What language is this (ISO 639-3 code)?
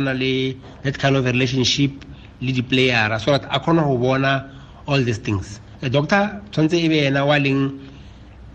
tsn